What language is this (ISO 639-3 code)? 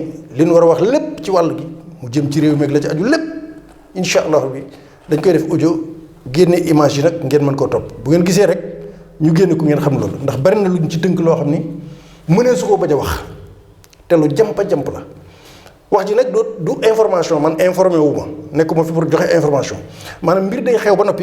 wol